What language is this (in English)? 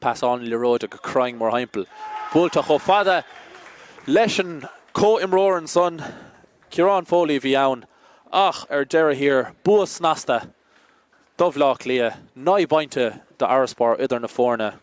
Irish